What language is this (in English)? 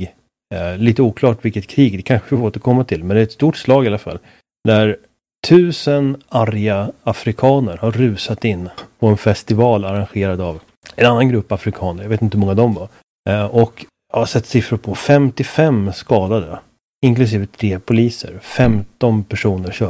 Swedish